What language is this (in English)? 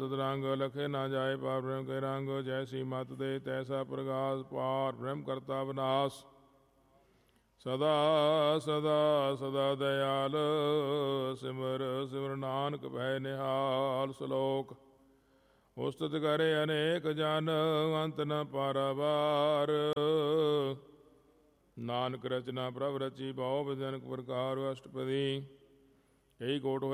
Punjabi